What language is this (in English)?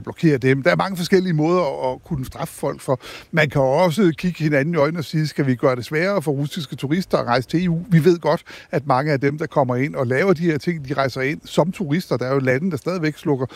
Danish